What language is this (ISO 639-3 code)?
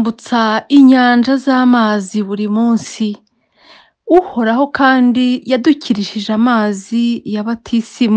kin